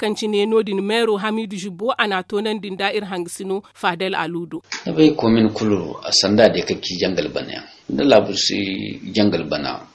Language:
Zarma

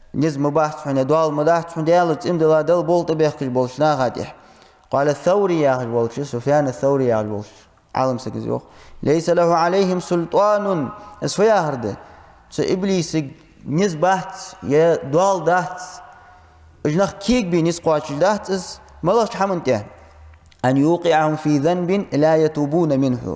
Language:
Ingush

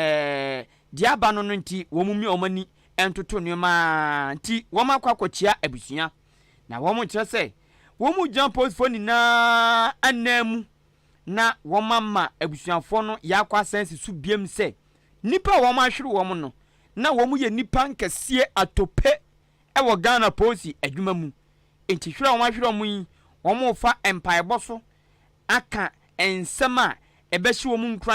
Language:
Akan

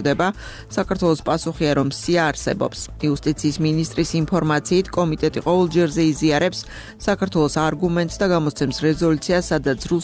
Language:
Georgian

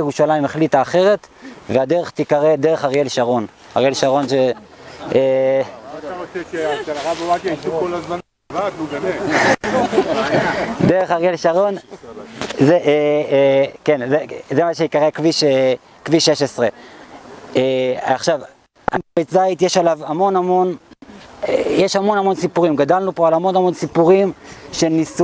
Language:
Hebrew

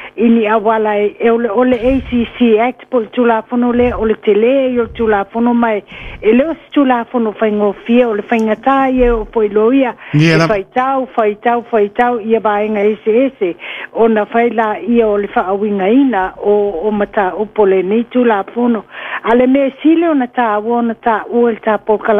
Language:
Samoan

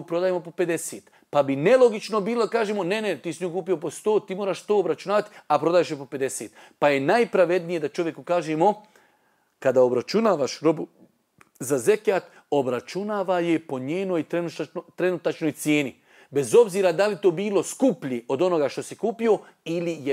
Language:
Bosnian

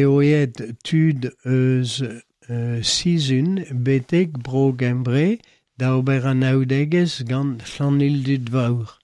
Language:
Breton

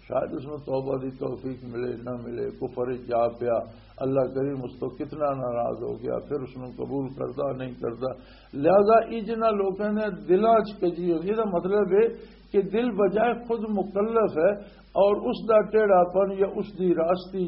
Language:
Western Panjabi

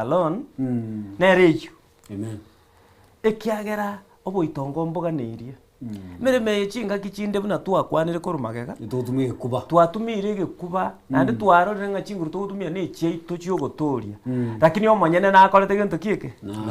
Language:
Gusii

